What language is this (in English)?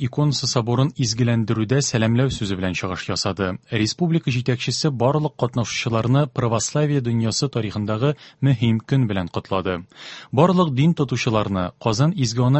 Tatar